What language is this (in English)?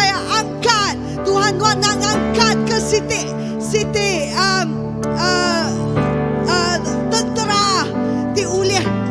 Iban